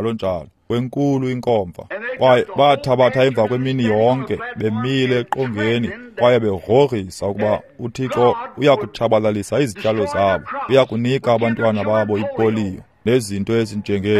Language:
Xhosa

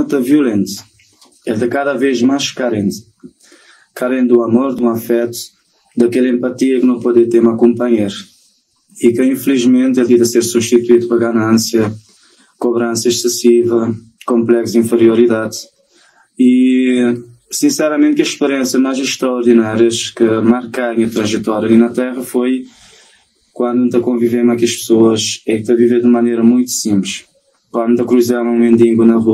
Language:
Kabuverdianu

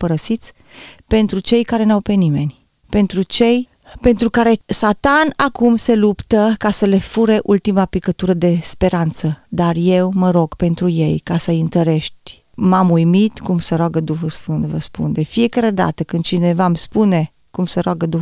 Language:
Romanian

